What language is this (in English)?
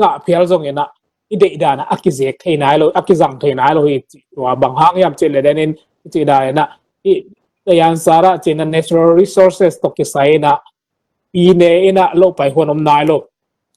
Tedim Chin